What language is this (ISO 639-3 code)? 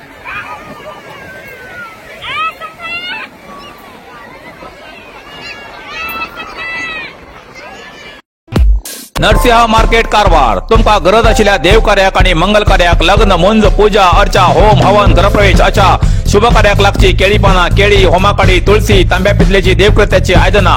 kok